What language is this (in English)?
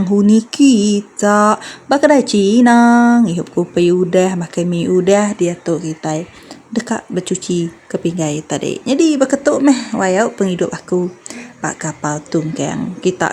Iban